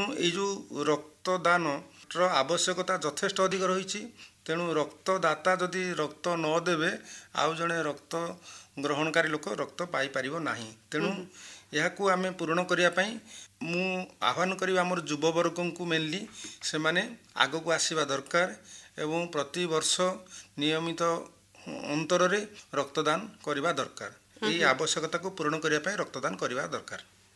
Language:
Odia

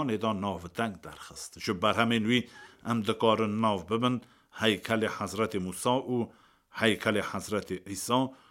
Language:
Kurdish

